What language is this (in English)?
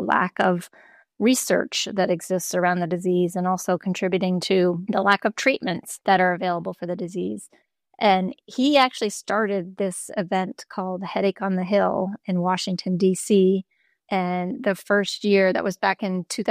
English